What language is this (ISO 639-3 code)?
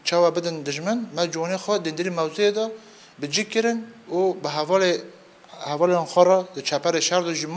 kur